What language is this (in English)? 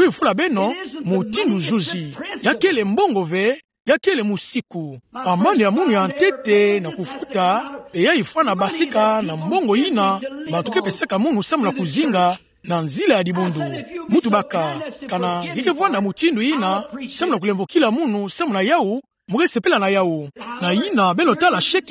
Kituba (Democratic Republic of Congo)